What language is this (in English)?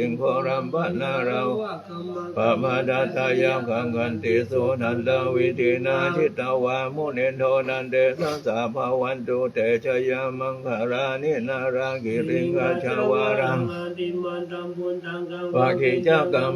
Pali